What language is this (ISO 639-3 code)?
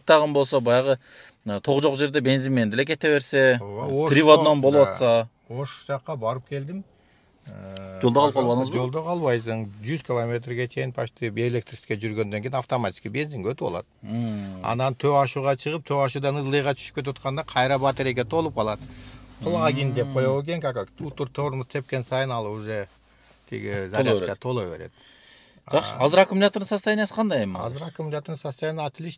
kir